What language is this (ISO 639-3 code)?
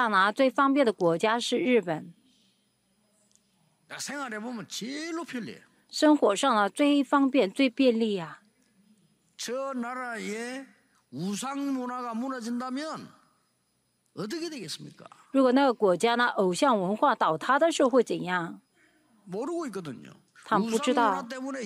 kor